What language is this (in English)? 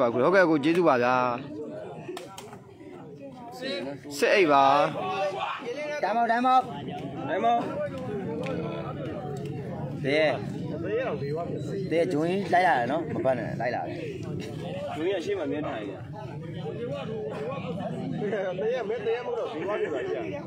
Burmese